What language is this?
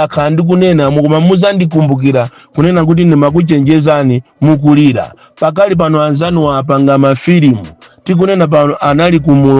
Nyanja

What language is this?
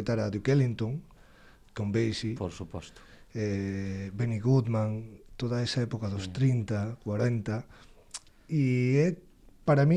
Galician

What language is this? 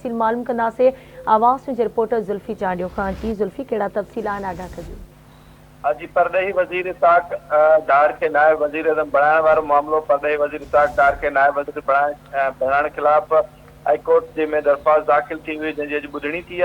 Sindhi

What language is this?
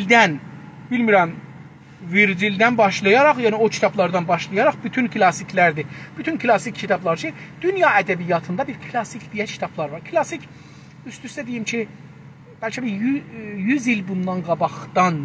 South Azerbaijani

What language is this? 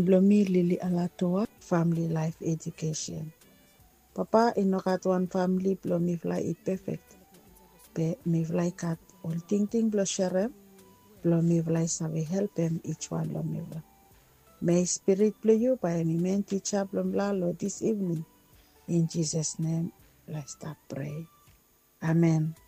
Bislama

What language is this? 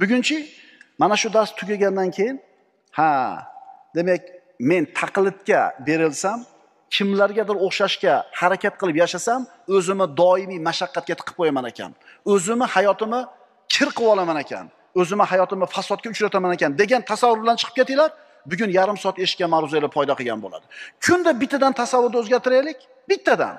Uzbek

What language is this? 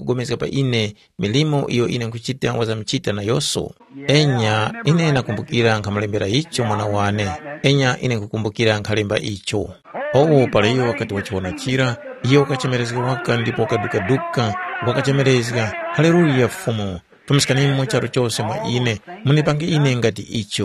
Tumbuka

